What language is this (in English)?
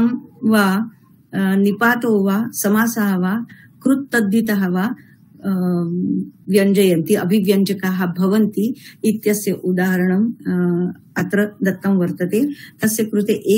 Sanskrit